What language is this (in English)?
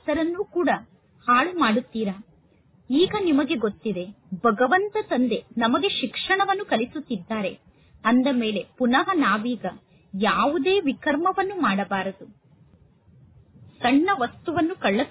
Kannada